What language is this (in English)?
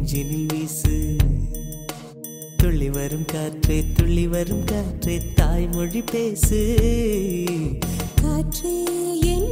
Tamil